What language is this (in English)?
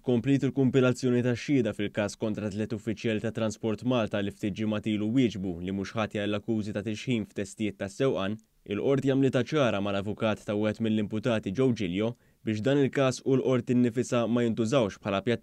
Maltese